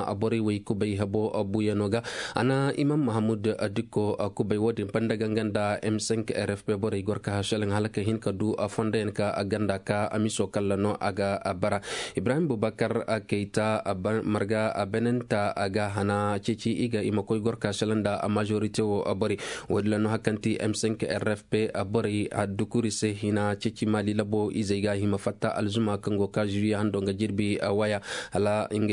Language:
Zarma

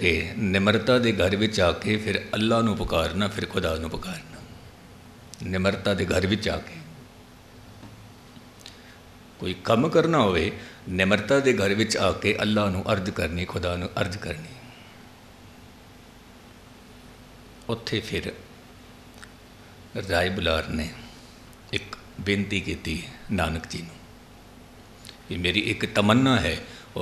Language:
Punjabi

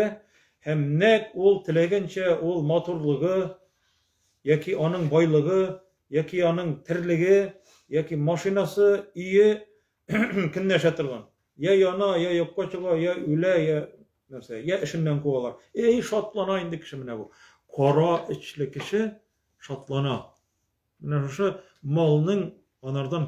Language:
Tatar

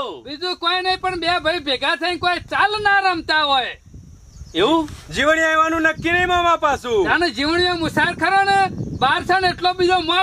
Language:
Gujarati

